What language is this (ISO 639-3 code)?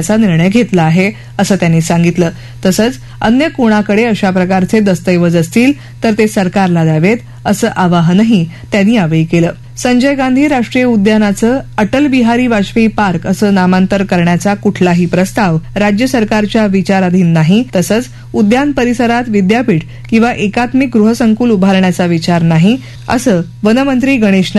mar